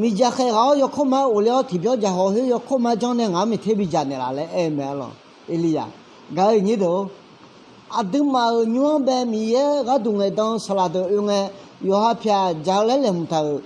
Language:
Akha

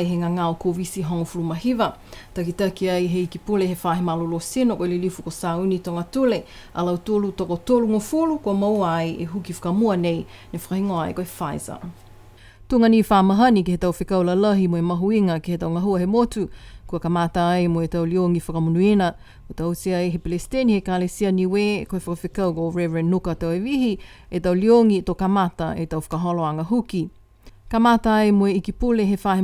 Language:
Niuean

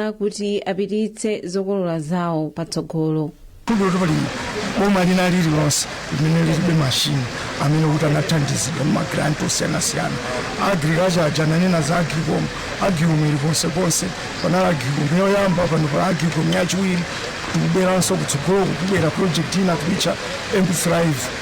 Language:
Nyanja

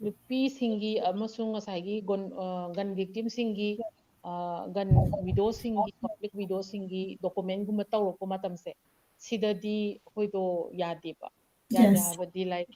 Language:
Manipuri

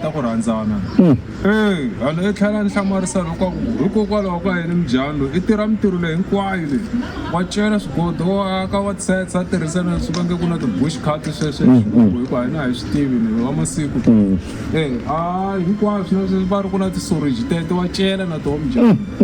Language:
Tsonga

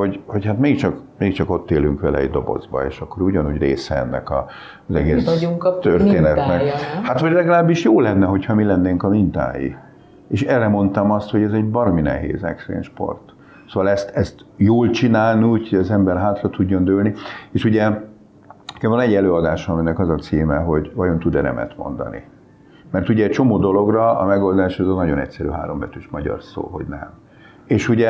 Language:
Hungarian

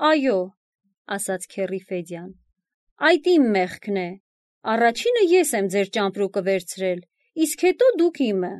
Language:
Armenian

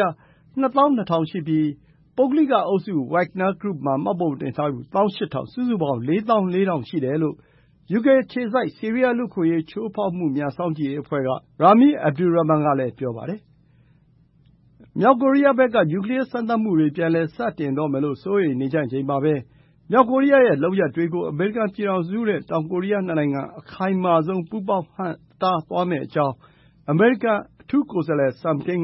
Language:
Burmese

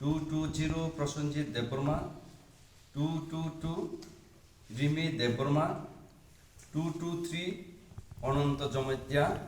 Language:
Kok Borok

